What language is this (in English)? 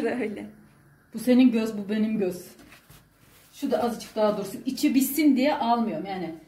Turkish